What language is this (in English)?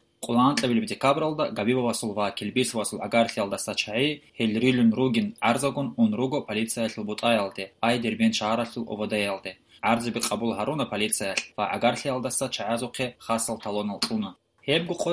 Avaric